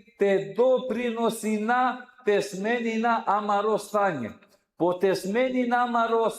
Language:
Balkan Romani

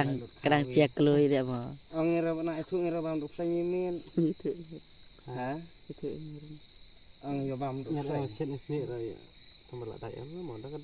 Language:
Khasi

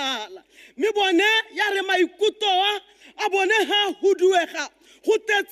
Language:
Tswana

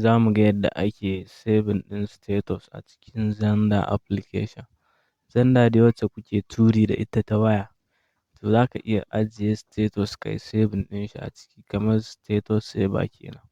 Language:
Hausa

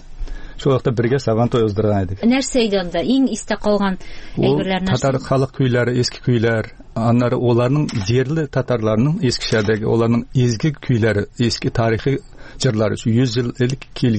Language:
Tatar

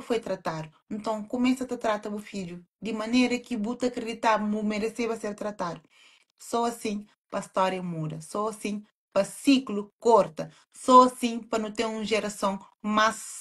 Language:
Kabuverdianu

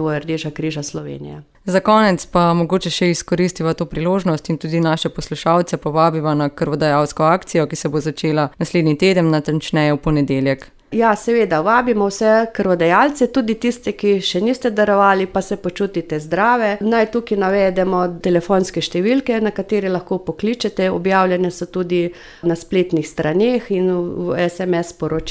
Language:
Slovenian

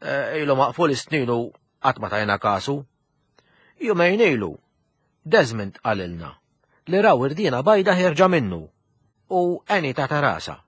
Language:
Maltese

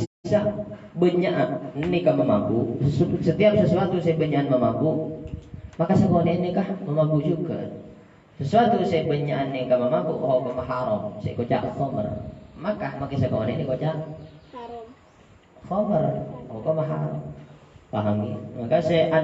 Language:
Madurese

